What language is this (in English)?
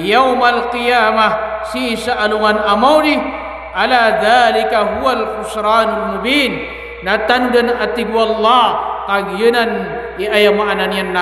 Maranao